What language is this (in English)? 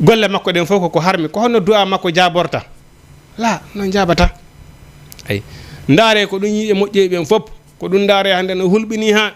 Fula